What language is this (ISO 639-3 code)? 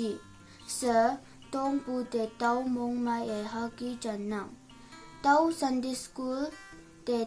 nbe